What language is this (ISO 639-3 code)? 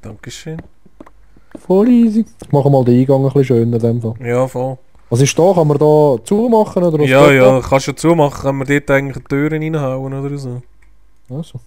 gsw